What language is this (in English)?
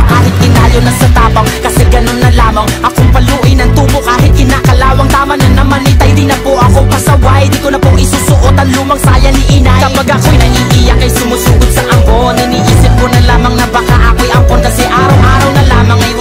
Filipino